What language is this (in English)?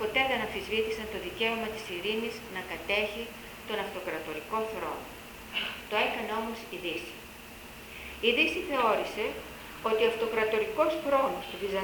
Greek